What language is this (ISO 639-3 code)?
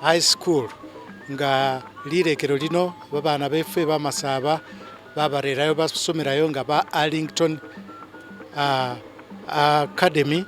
myx